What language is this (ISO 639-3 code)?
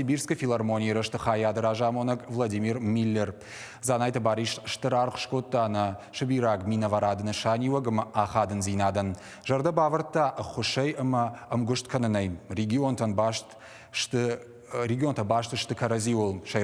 oss